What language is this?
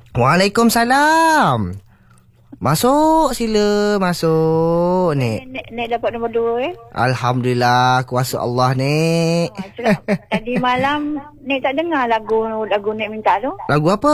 Malay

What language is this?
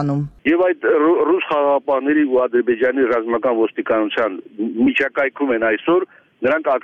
Armenian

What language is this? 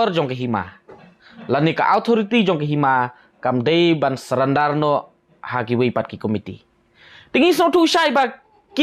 Khasi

